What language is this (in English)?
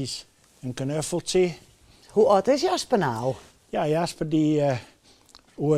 Western Frisian